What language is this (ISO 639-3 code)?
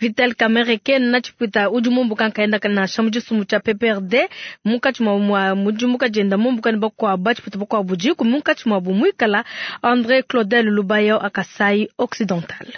lua